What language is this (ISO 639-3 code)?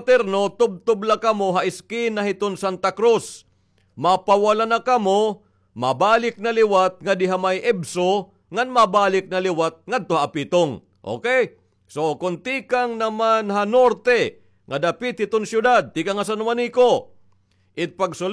war